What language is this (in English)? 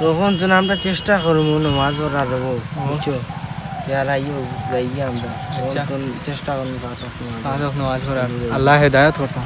Sylheti